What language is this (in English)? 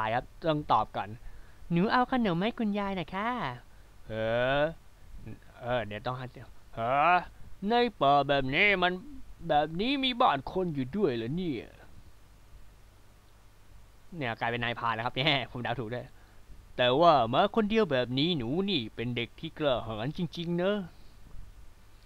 Thai